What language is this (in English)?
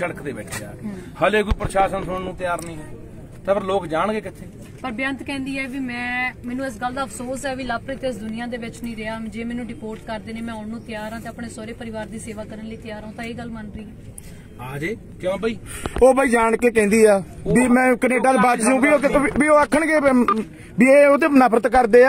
Punjabi